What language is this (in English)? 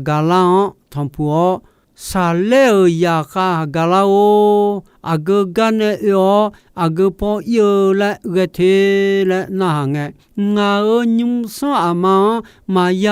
Akha